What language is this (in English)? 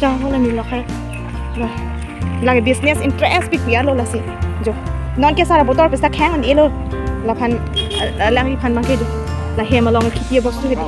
Karbi